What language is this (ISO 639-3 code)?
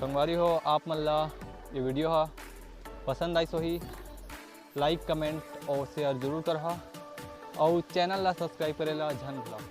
hne